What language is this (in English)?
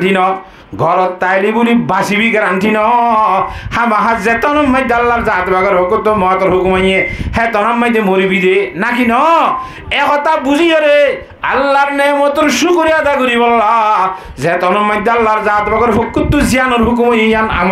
Rohingya